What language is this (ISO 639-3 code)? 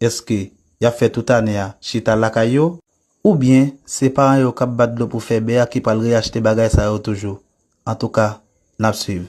hat